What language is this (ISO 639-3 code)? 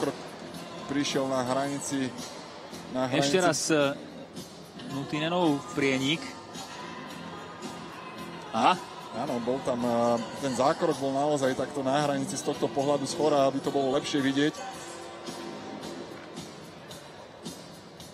slk